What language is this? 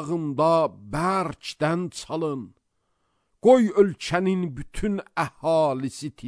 Azerbaijani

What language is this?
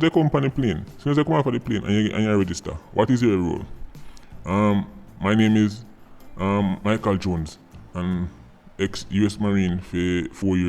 Jamaican Creole English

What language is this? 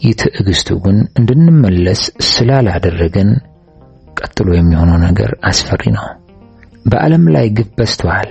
Amharic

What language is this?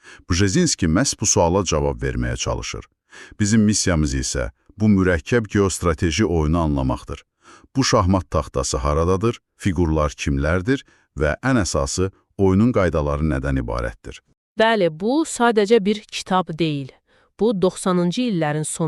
Azerbaijani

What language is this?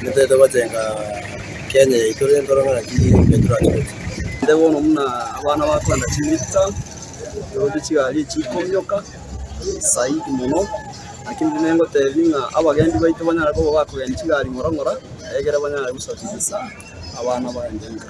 Gusii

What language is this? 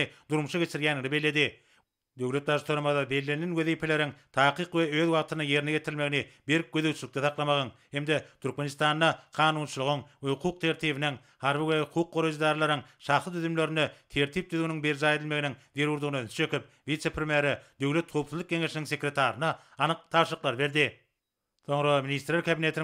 Turkmen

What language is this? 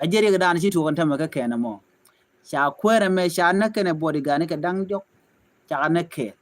Nuer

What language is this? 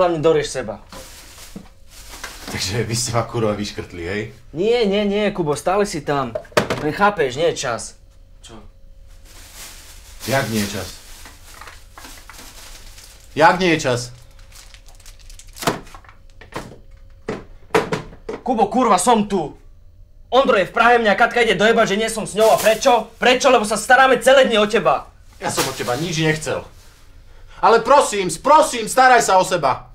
Slovak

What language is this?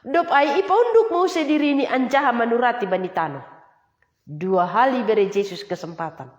Batak Simalungun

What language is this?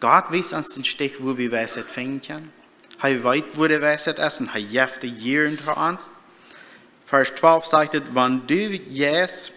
Plautdietsch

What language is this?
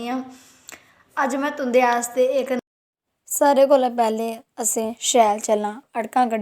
Dogri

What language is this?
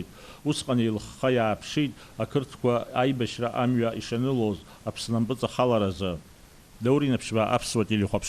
Abkhazian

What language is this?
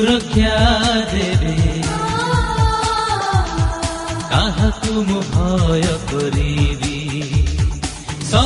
Odia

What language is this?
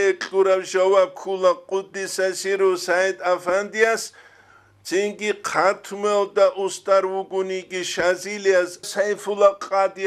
Avaric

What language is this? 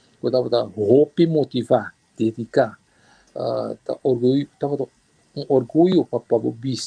Papiamento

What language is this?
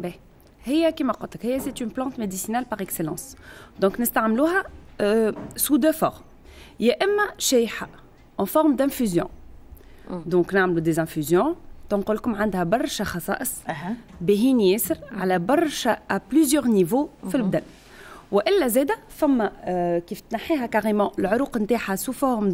Tunisian Arabic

